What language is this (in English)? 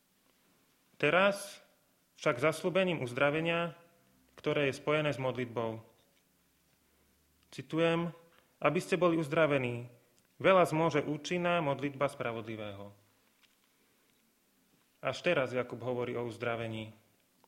Slovak